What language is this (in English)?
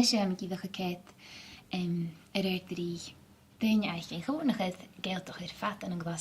Scottish Gaelic